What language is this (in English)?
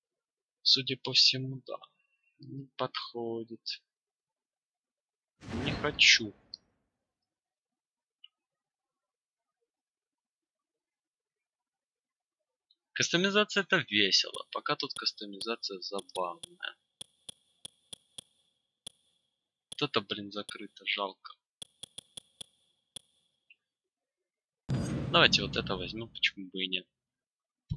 Russian